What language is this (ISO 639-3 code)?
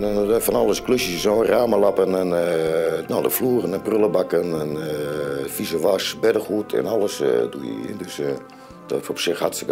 fry